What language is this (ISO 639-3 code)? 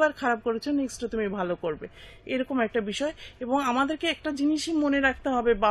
ben